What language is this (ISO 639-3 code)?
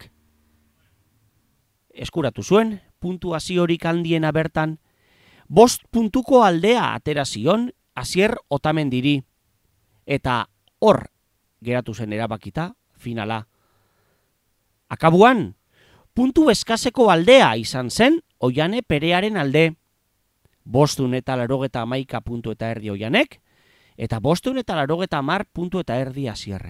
eus